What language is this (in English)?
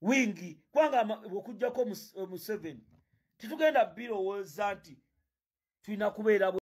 Ganda